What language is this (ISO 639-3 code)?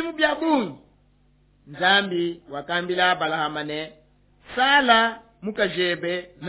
lua